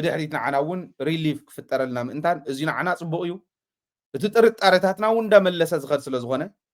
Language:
Tigrinya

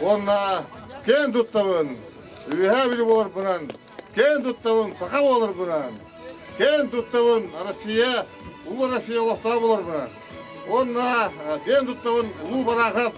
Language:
Yakut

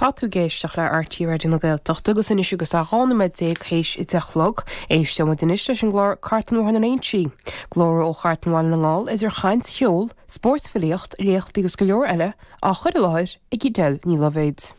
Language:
Irish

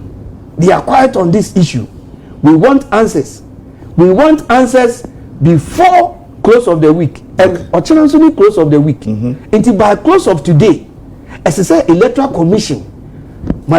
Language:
Akan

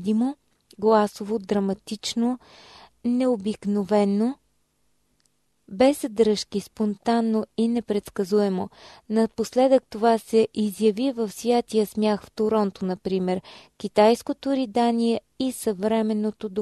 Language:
Bulgarian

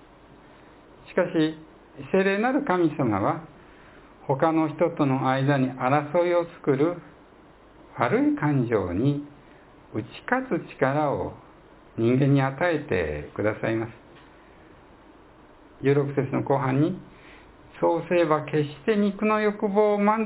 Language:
Japanese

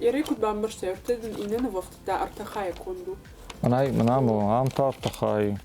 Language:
Ossetic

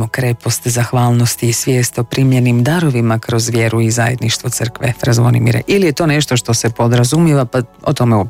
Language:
Croatian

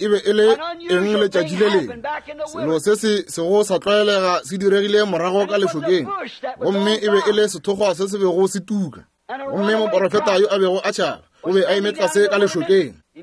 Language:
Northern Sotho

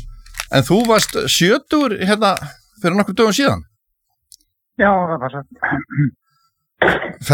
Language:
Icelandic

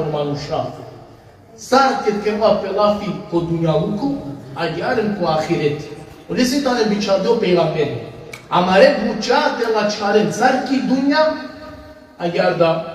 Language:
Balkan Romani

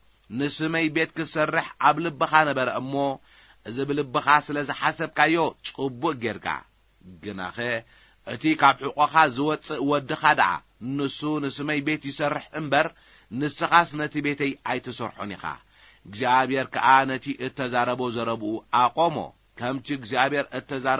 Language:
Tigrinya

